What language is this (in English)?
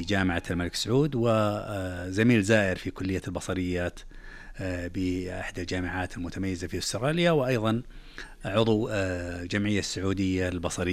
Najdi Arabic